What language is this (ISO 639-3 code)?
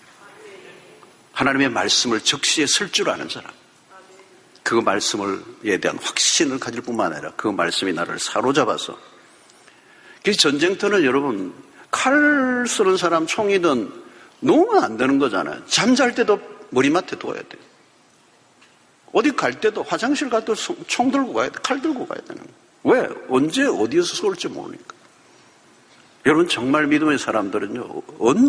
kor